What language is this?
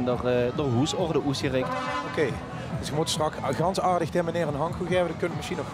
Limburgish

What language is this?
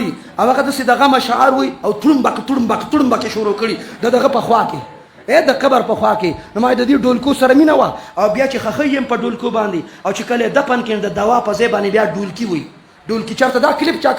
Pashto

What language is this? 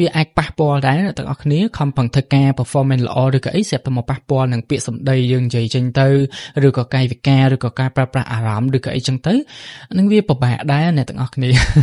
Khmer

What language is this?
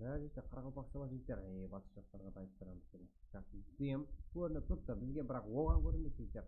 Kara-Kalpak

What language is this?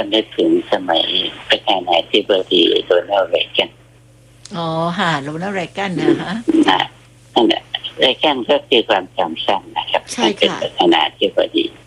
Thai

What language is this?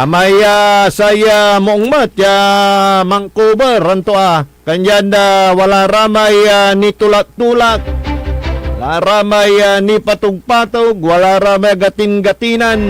Pangasinan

